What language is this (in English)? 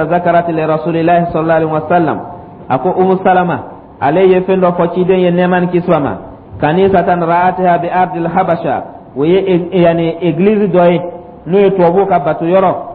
Dyula